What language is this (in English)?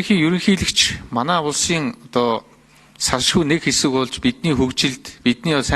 Mongolian